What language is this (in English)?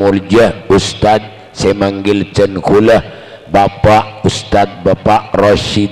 Madurese